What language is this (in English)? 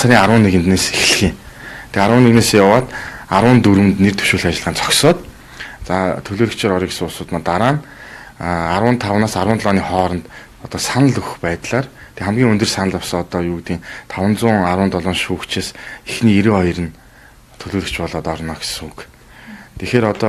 Mongolian